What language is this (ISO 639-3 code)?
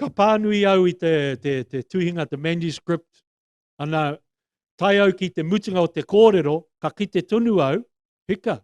mri